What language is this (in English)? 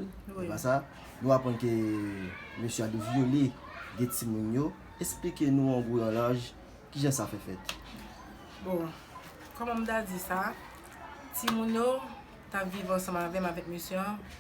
Haitian Creole